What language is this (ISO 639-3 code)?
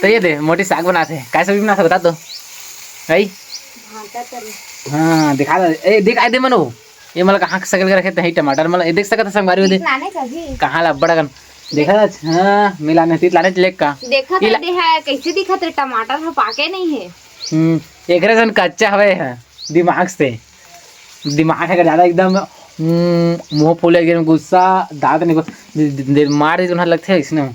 hne